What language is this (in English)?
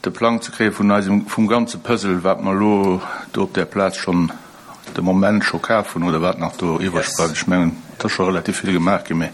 Luxembourgish